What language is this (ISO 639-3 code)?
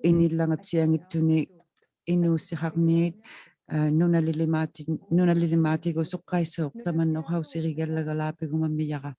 iku